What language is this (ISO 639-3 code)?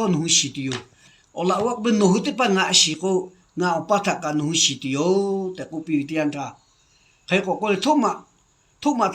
lhu